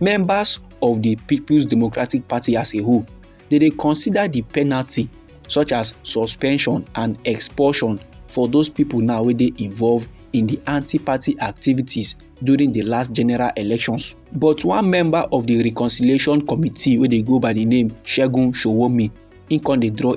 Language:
Nigerian Pidgin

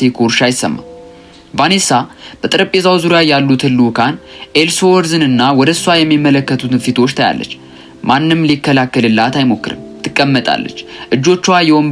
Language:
Amharic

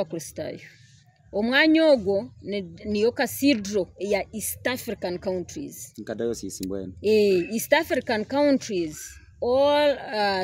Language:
Nyankole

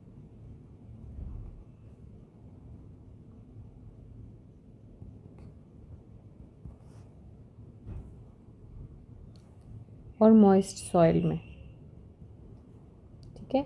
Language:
Hindi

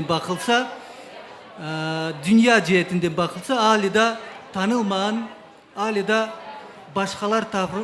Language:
Crimean Tatar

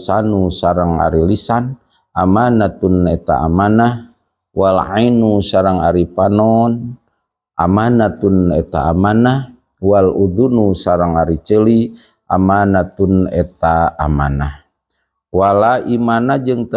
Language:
Sundanese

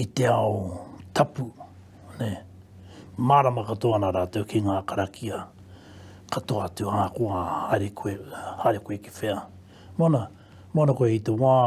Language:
Māori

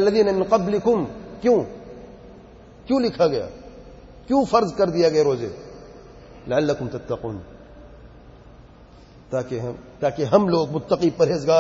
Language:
Urdu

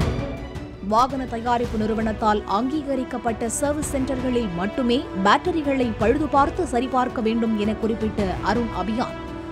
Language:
Tamil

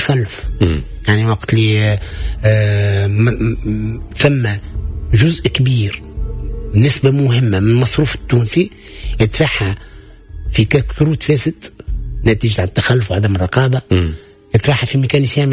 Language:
Tunisian Arabic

